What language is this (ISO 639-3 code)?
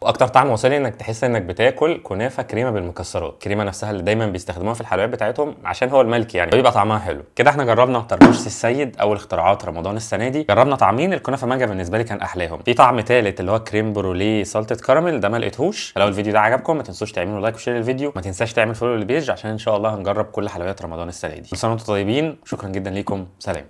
arz